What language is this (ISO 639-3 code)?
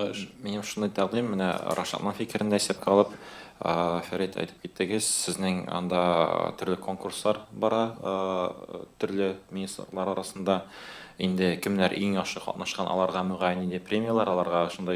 tat